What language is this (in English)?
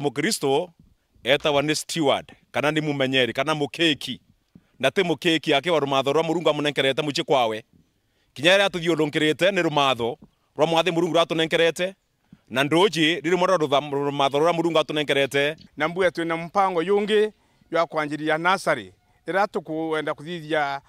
Meru